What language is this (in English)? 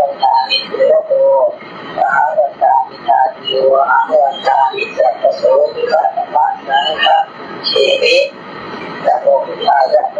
Pali